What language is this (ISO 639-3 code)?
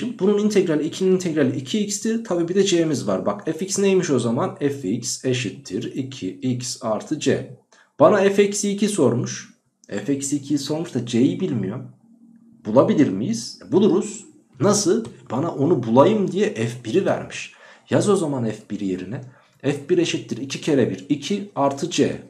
tur